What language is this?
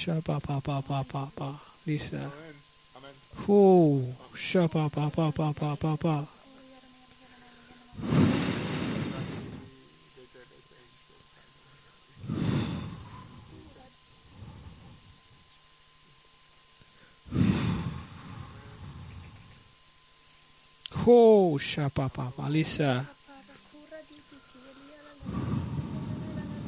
Finnish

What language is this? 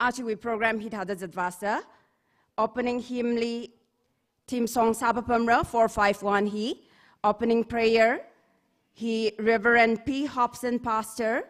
Tangkhul Naga (India)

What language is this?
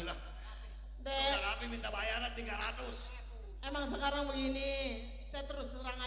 Betawi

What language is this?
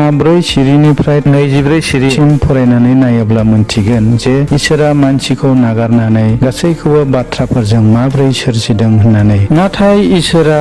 Bodo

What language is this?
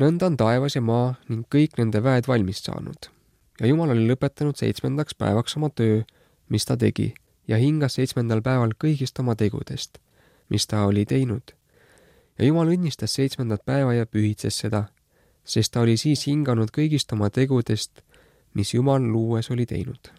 Estonian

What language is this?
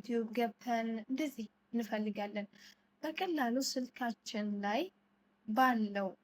Amharic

